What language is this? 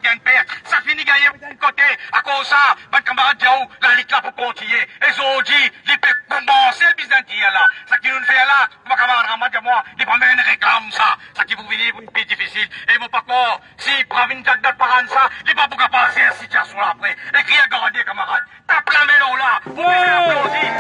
Morisyen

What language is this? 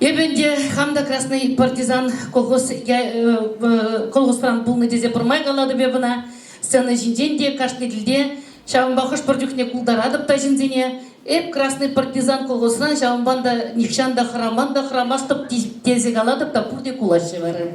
Chuvash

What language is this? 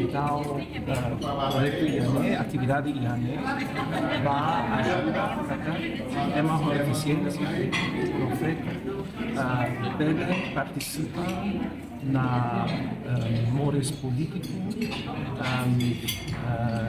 Tetum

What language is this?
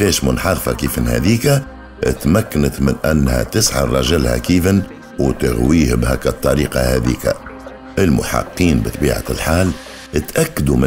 Tunisian Arabic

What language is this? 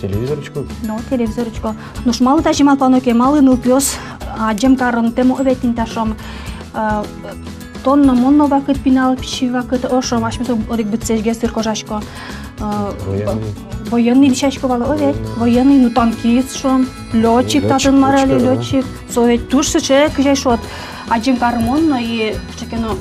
Udmurt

